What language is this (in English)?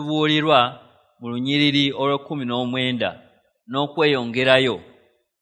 Ganda